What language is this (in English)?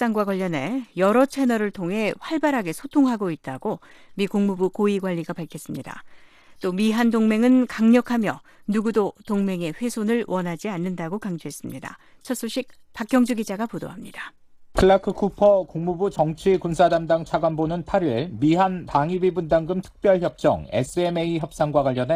Korean